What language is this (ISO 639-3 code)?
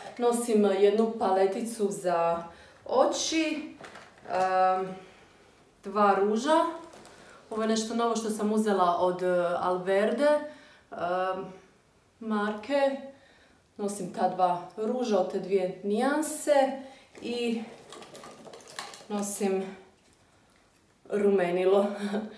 hrv